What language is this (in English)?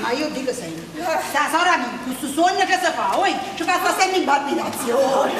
Neapolitan